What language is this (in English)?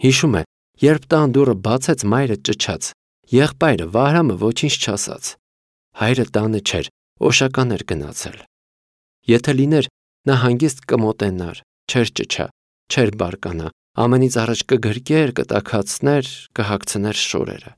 Armenian